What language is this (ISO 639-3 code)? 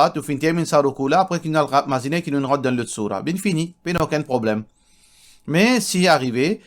mfe